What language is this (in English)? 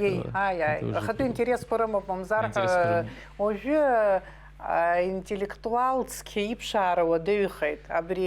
Abkhazian